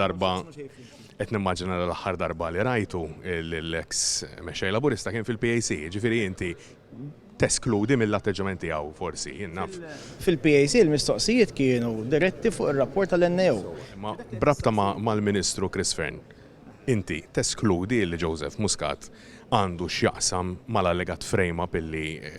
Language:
Maltese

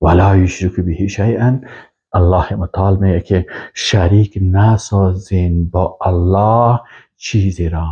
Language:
Persian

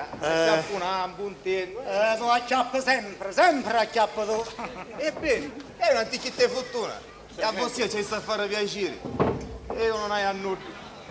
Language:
Sicilian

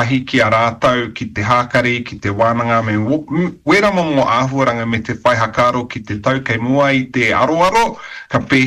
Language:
Māori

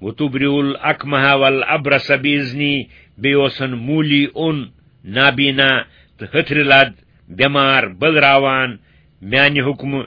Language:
Kashmiri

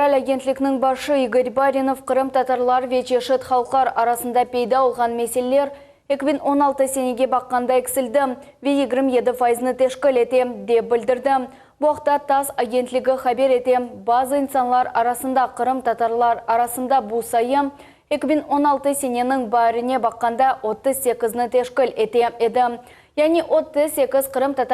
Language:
Crimean Tatar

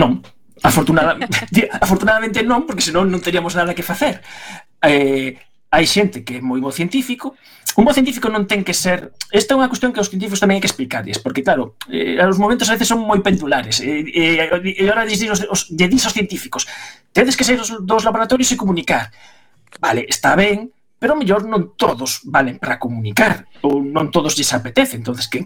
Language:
Galician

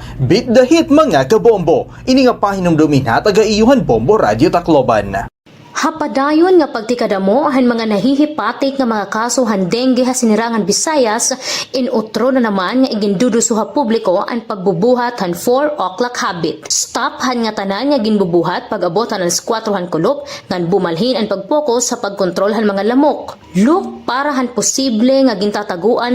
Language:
Waray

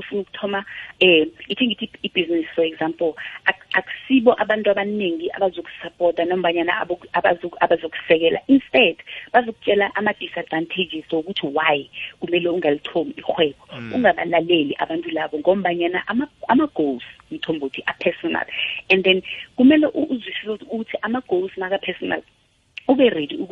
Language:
South Ndebele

